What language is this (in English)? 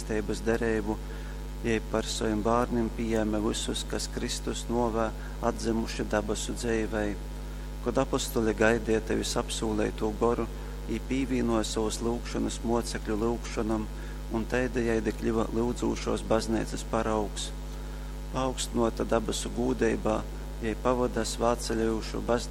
Latgalian